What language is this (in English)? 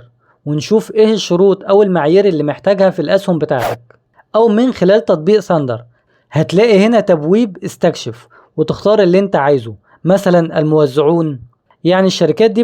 Egyptian Arabic